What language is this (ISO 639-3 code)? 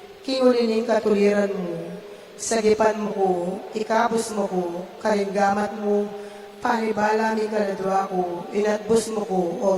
pam